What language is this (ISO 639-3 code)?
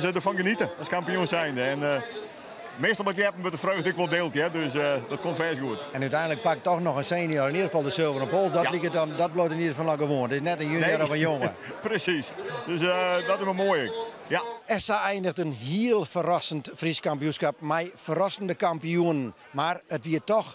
fry